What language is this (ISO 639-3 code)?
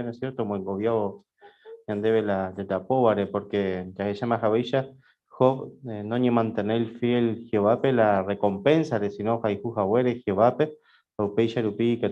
grn